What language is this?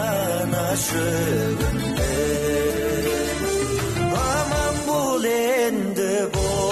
Kazakh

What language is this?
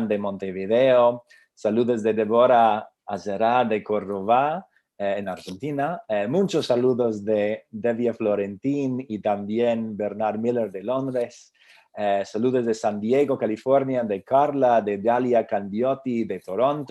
Ladino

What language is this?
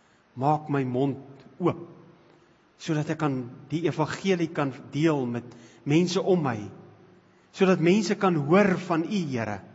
Afrikaans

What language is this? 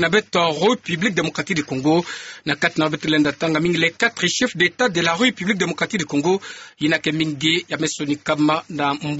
Kituba (Democratic Republic of Congo)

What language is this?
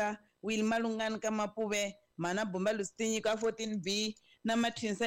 Tsonga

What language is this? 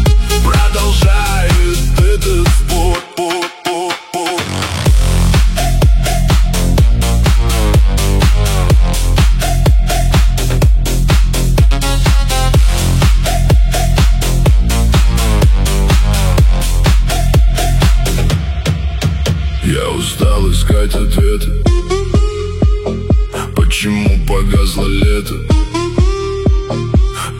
Russian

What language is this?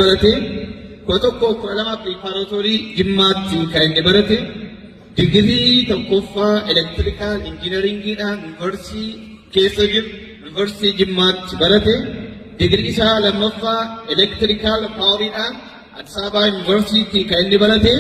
Oromo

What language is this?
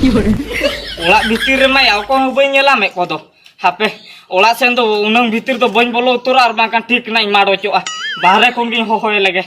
Santali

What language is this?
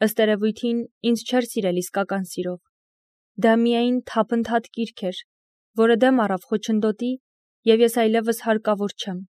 Armenian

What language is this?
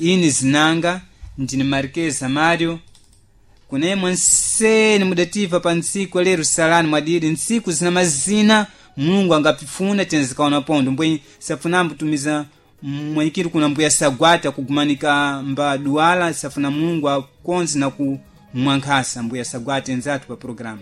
Sena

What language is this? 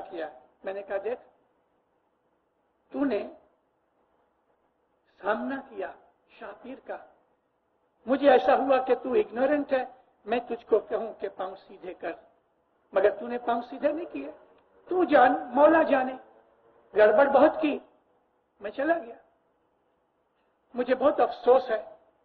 Urdu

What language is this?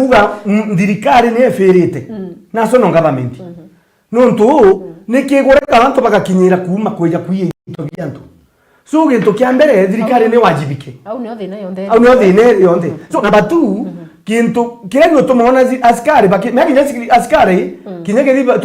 Meru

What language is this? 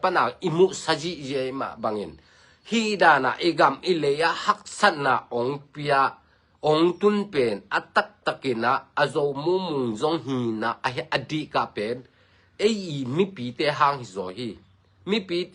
Tedim Chin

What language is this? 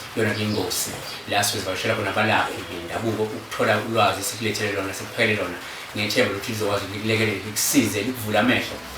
Zulu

